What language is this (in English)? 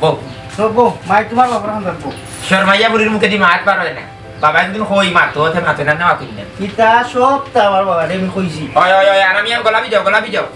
Sylheti